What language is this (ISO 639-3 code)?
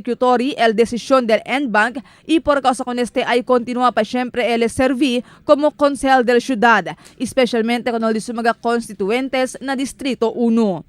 cbk